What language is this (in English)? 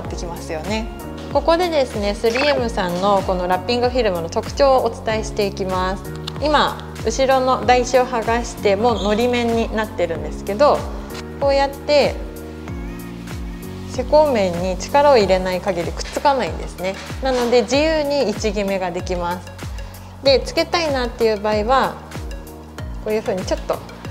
Japanese